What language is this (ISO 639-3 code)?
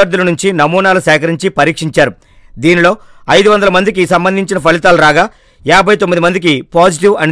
tel